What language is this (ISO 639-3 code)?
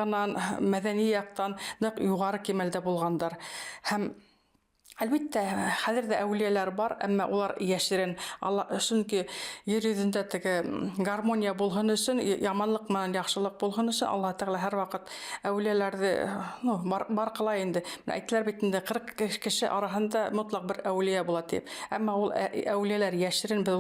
bak